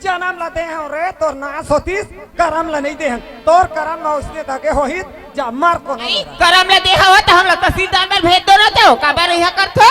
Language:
Chhattisgarhi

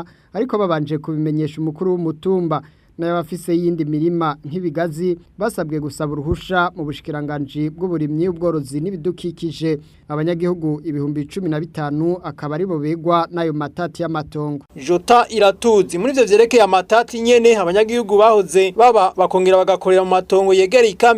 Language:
Rundi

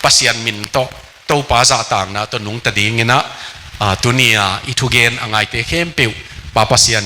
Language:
Tedim Chin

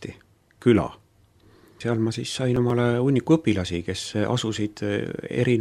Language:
Estonian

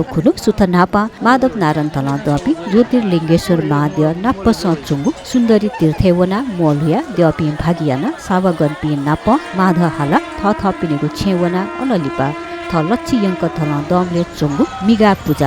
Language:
Newari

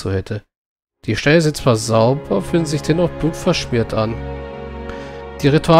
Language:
German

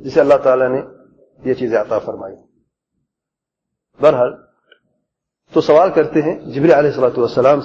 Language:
Urdu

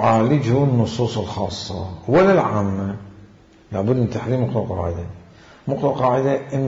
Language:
Mesopotamian Arabic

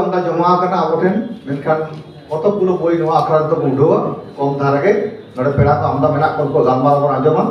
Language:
Santali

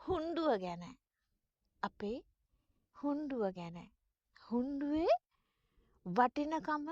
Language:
Sinhala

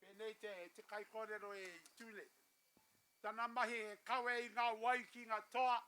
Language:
Māori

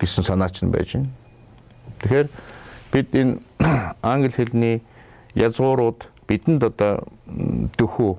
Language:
Mongolian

